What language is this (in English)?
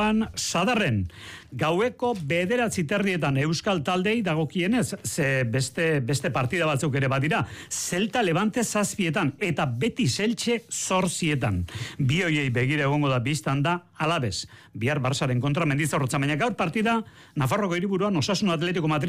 Basque